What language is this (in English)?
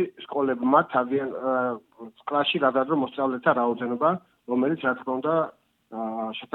Georgian